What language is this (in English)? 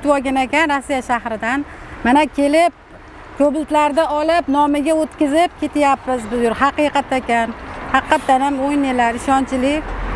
Uzbek